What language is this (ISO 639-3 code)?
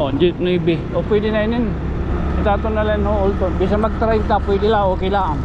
war